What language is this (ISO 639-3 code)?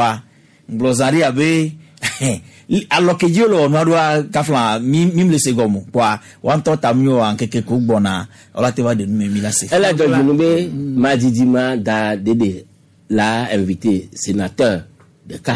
gej